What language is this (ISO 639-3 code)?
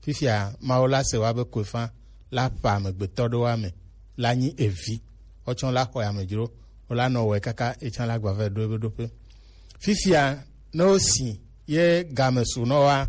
gej